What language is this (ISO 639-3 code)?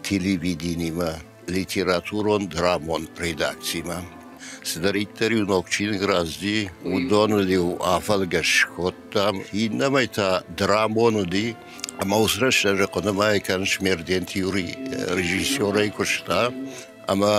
oss